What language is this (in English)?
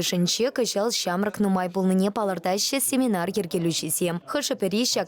Chuvash